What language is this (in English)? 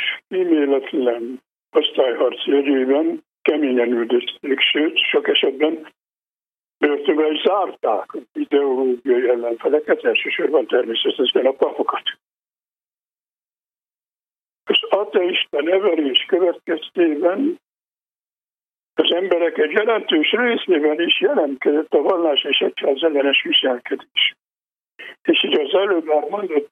Hungarian